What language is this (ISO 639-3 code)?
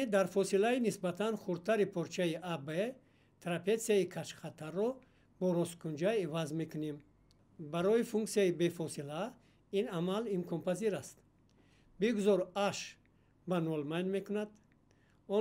tgk